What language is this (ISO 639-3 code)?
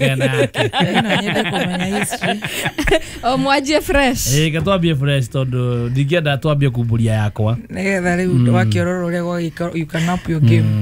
kik